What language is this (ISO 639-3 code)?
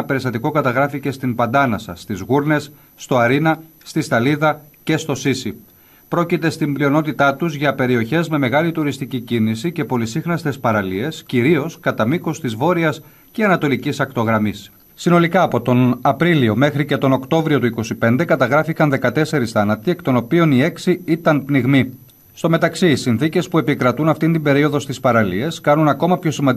ell